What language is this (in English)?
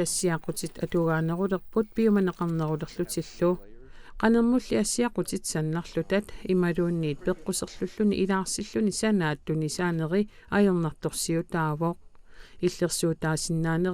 Kalaallisut